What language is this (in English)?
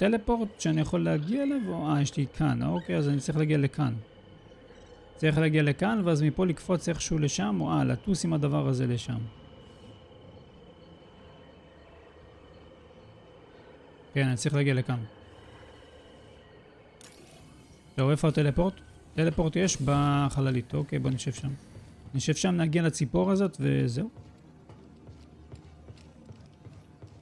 Hebrew